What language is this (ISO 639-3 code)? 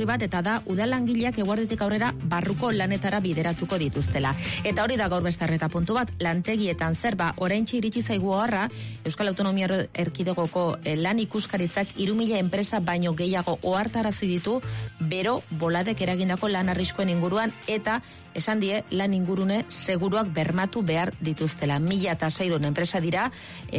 eus